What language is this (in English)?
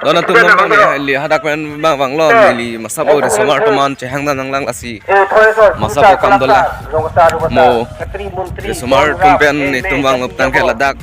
Karbi